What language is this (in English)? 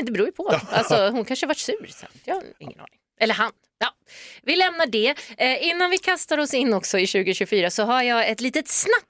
Swedish